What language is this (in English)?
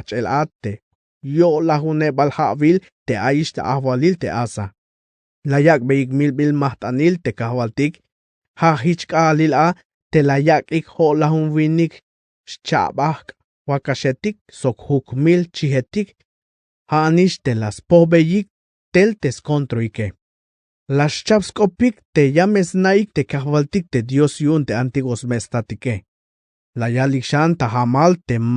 Tzeltal